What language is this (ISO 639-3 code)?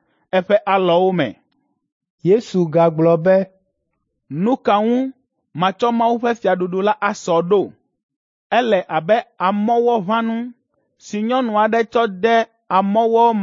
ewe